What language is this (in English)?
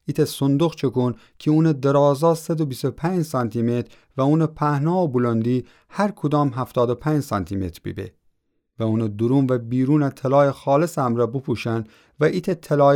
Gilaki